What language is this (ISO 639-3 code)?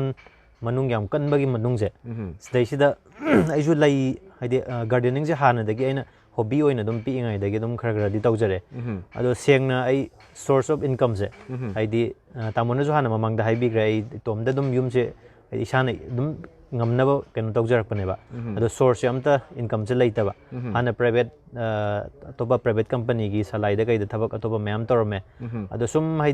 mni